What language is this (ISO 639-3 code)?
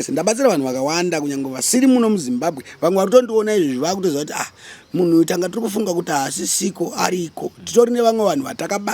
sna